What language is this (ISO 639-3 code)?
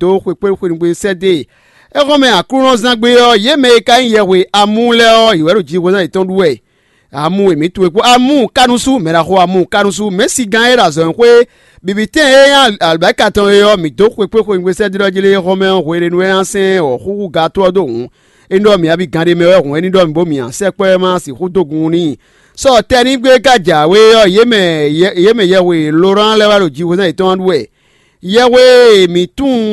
fon